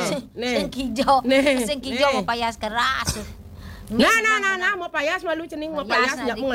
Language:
Balinese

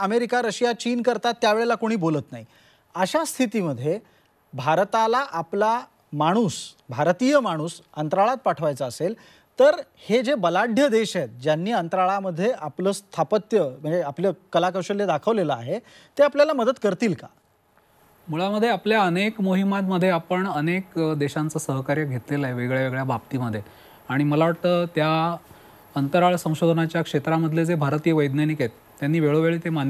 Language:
Marathi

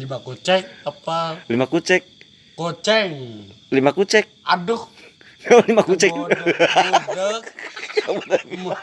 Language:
Sundanese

